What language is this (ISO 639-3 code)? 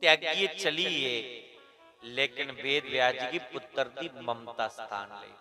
doi